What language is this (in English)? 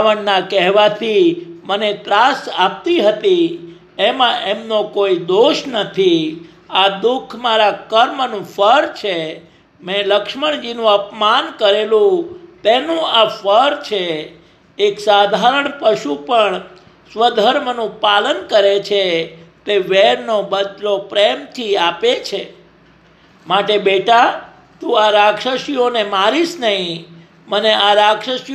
Gujarati